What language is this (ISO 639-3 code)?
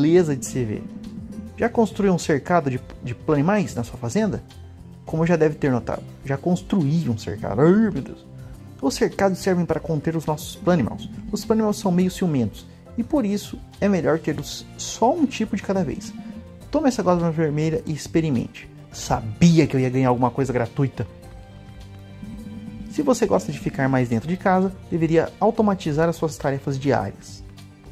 por